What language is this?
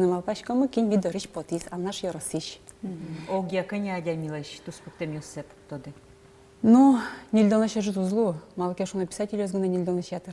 Udmurt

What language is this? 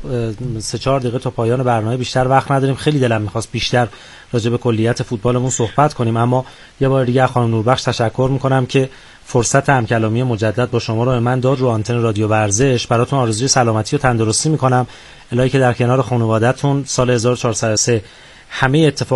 Persian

